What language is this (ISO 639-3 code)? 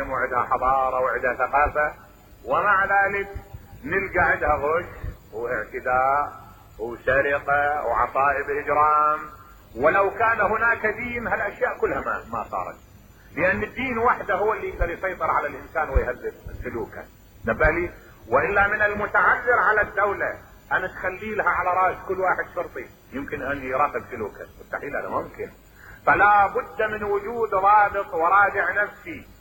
acm